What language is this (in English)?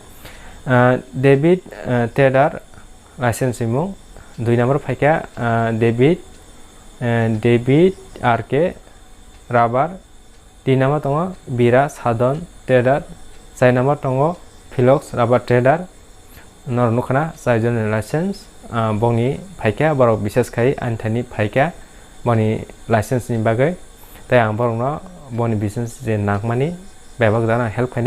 Kok Borok